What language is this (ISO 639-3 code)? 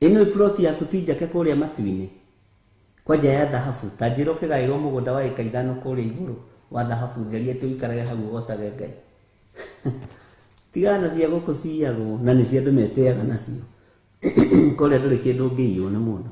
kik